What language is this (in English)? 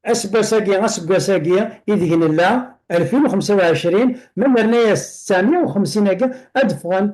Kabyle